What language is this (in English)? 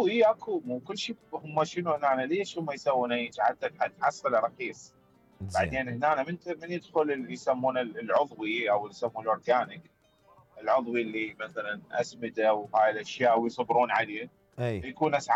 Mesopotamian Arabic